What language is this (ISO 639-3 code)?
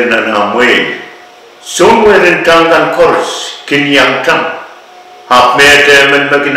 pon